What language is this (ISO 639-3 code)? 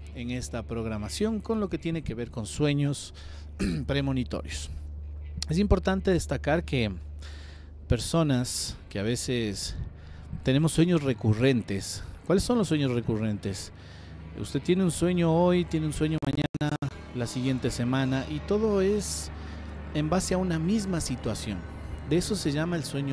spa